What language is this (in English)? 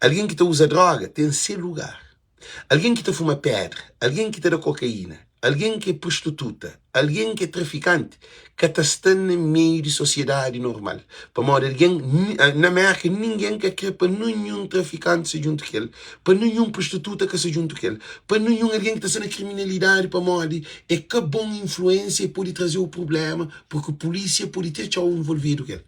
Kabuverdianu